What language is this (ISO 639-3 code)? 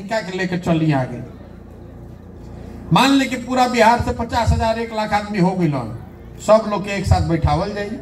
bho